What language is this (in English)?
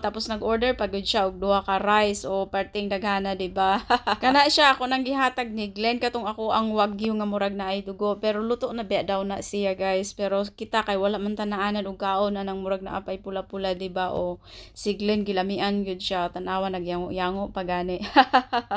Cebuano